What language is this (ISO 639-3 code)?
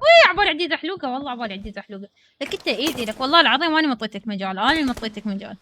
acm